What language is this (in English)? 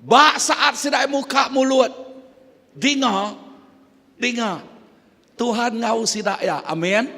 Iban